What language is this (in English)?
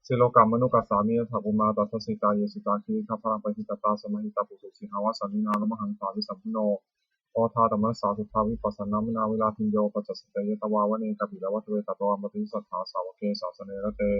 Pali